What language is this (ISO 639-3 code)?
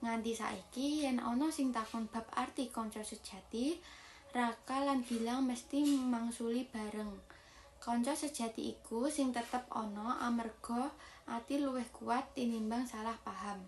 jav